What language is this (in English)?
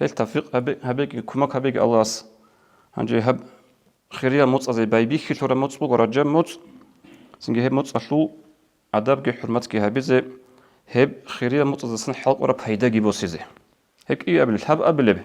Avaric